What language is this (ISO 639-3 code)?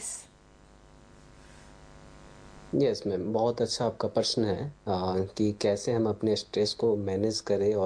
hin